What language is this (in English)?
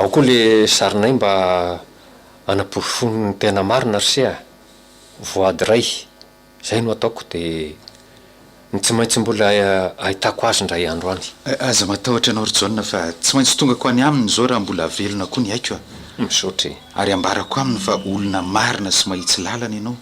Malagasy